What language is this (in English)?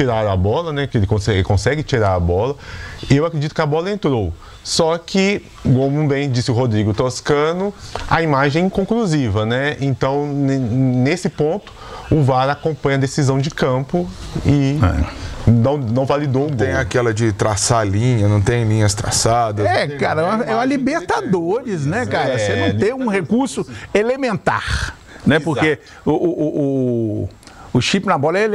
Portuguese